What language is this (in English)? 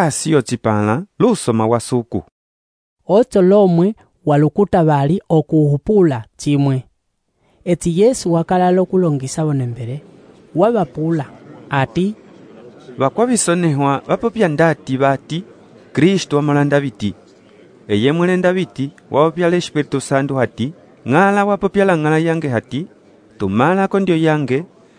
Umbundu